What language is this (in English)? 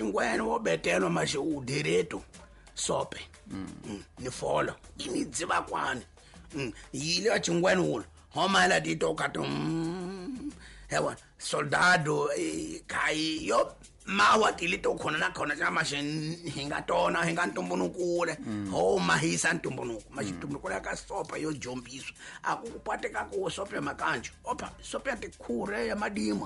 Tsonga